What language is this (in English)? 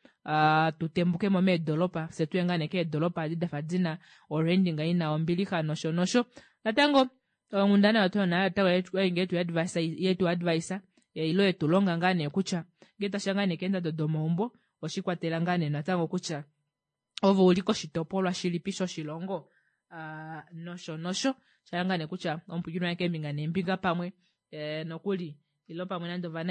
Kuanyama